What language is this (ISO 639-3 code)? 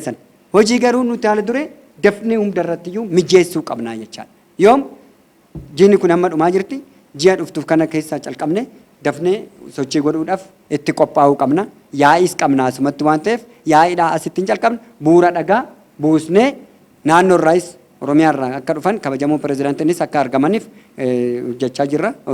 orm